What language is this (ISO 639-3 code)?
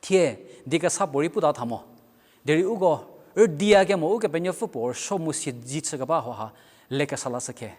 njm